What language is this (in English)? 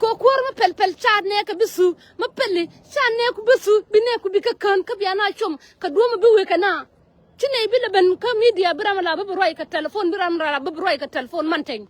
Nuer